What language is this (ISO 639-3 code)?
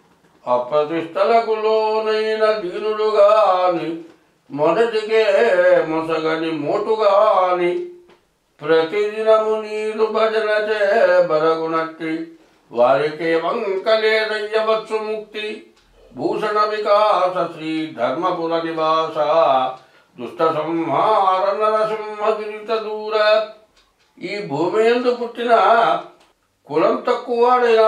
tel